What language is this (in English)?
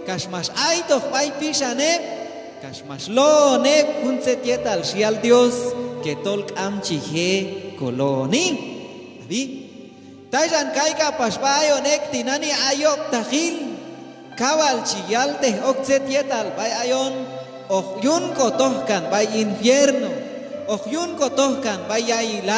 Q'anjob'al